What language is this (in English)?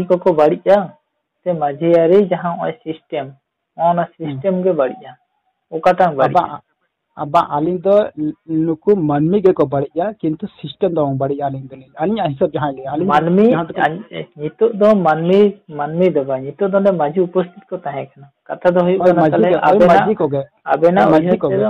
Santali